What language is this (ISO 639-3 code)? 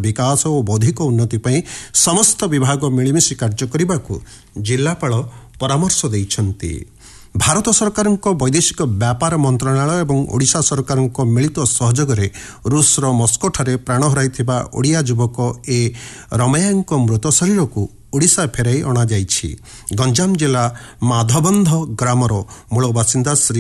ori